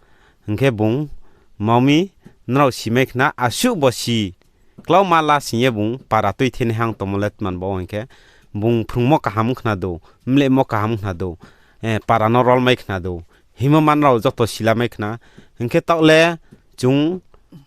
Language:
Riang (India)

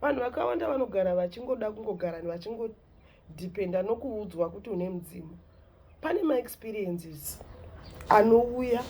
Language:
Shona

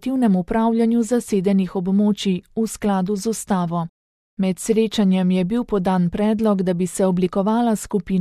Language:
Slovenian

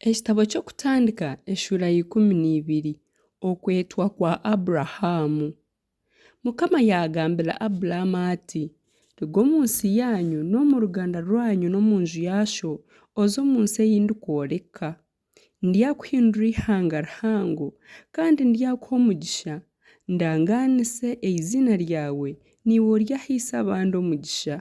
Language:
Nyankole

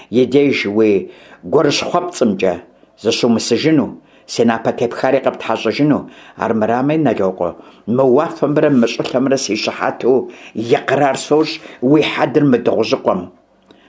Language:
Kabardian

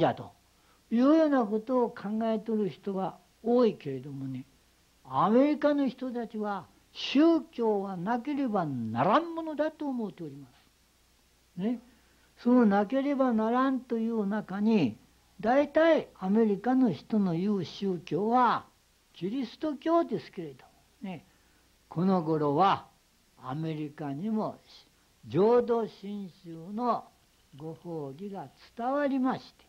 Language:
Japanese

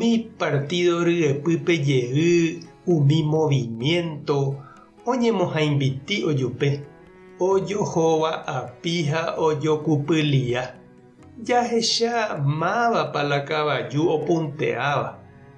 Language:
Guarani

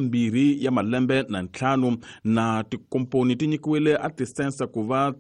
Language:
Tsonga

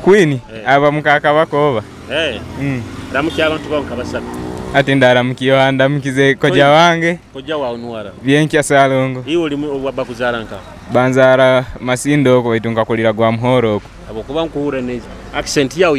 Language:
Nyoro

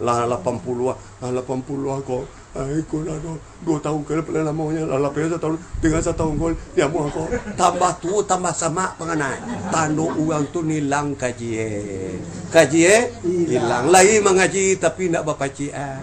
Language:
Minangkabau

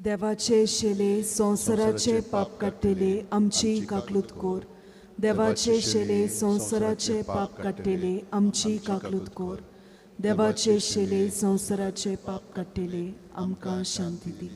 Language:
Konkani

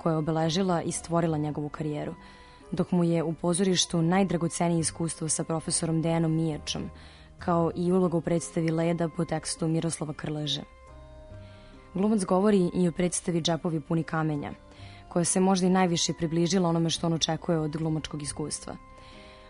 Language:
Serbian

